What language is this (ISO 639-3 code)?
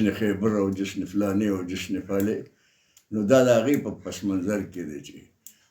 pus